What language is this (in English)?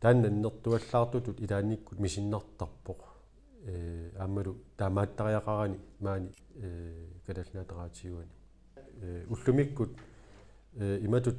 Kalaallisut